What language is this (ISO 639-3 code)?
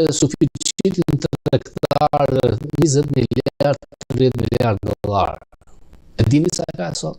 sqi